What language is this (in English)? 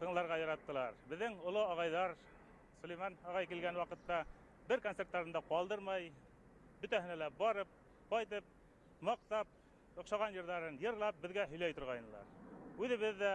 Bashkir